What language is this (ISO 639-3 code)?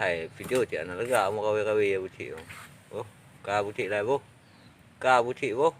ace